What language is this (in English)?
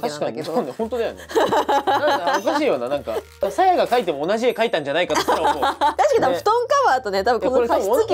Japanese